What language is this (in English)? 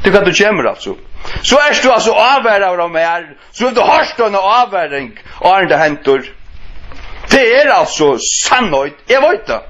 Faroese